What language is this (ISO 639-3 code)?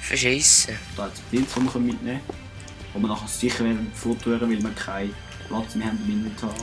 gsw